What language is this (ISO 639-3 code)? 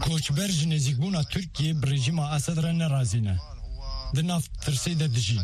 kur